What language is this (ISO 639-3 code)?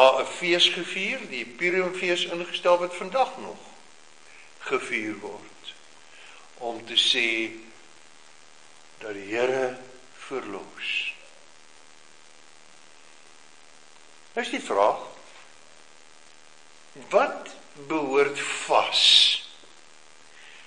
afr